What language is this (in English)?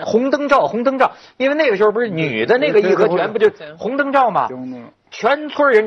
Chinese